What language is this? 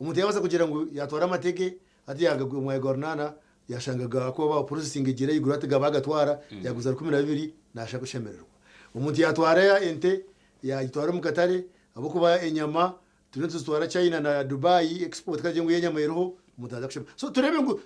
Nyankole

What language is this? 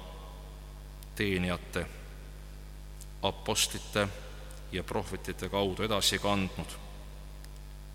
Estonian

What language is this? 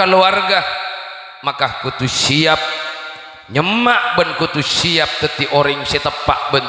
Madurese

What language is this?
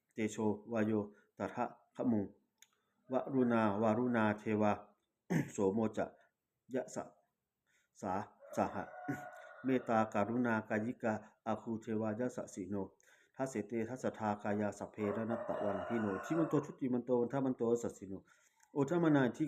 Pali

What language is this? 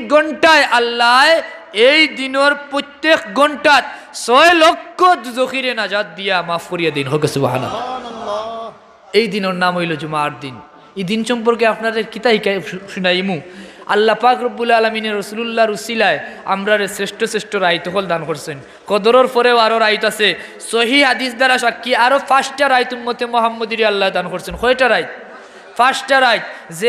Sylheti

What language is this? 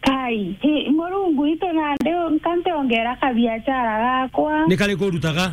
Meru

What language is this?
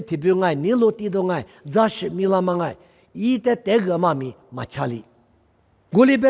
Lisu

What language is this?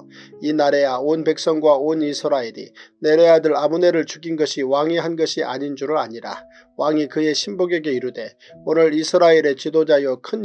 Korean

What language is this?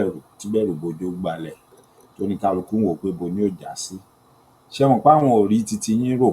Yoruba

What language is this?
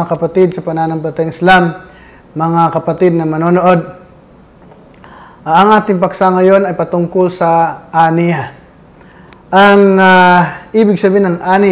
Filipino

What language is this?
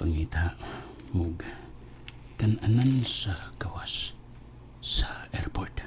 Cebuano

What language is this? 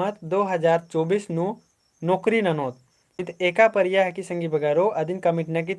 Kurukh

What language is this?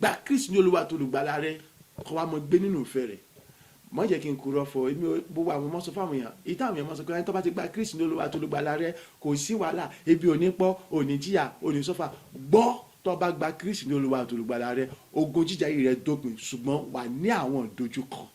Yoruba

